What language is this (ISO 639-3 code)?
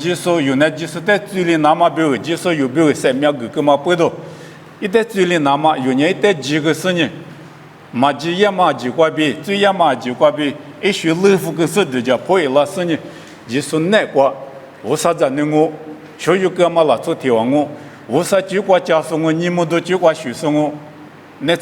lis